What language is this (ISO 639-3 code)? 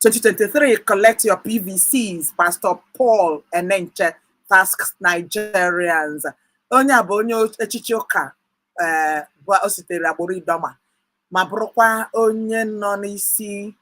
ibo